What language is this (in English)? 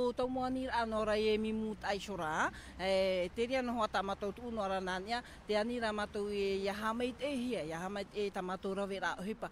Tahitian